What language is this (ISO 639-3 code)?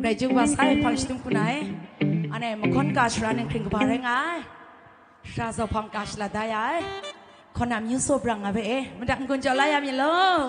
kac